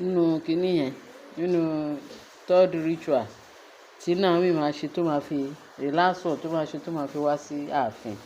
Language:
Yoruba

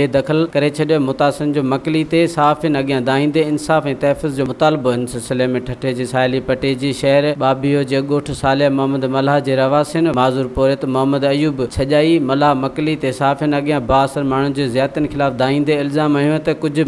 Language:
Sindhi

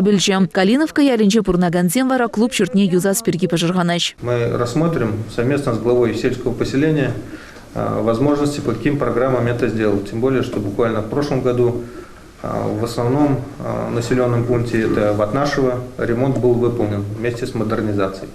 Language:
Chuvash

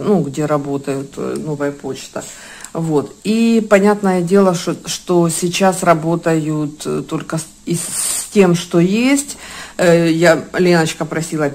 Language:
Russian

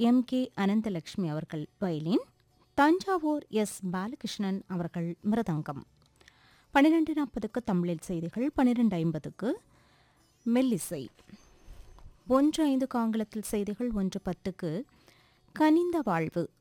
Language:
Tamil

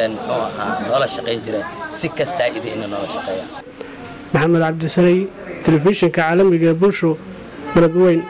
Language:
Somali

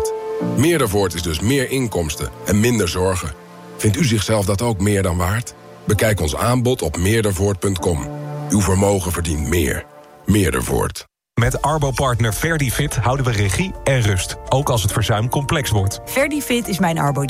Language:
Dutch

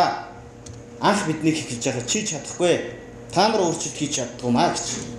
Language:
Mongolian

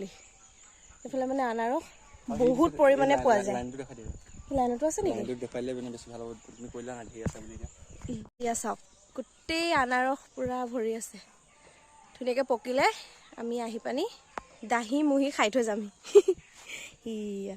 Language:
Assamese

